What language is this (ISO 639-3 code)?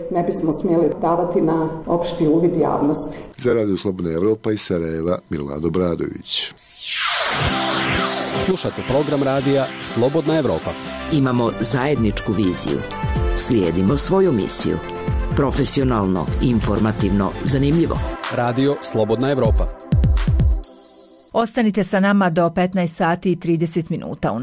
bos